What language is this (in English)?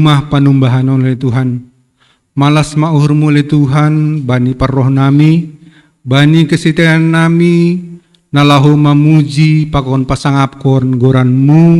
Batak Simalungun